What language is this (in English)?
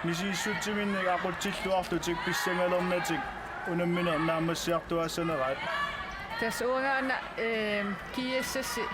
Kalaallisut